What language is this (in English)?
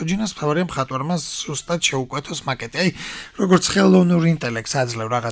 Georgian